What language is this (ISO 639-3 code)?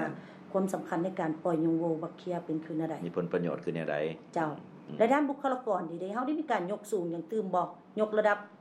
lao